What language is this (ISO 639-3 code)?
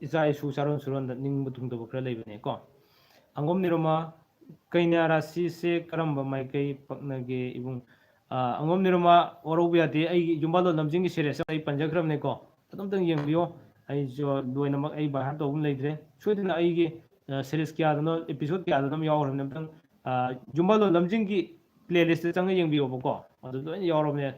mni